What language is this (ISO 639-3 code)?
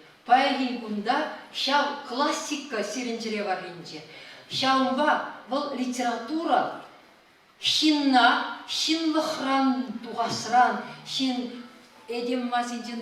chv